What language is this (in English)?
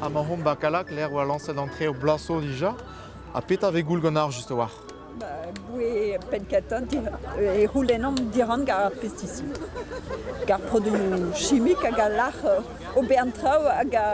Breton